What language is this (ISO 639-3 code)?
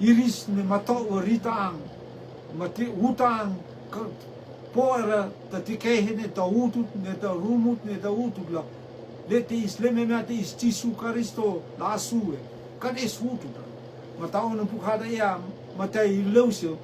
rtm